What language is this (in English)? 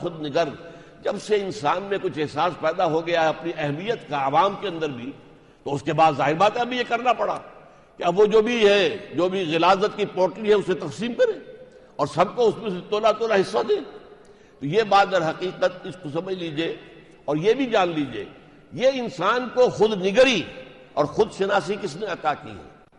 Urdu